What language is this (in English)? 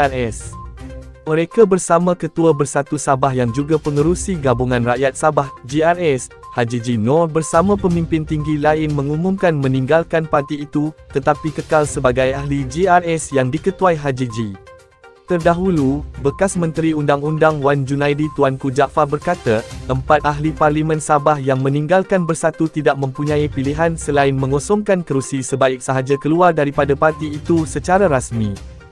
Malay